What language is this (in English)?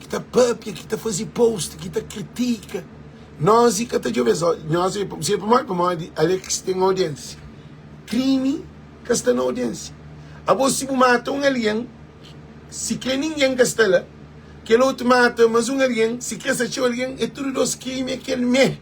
Kabuverdianu